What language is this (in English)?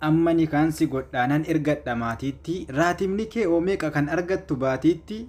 Oromo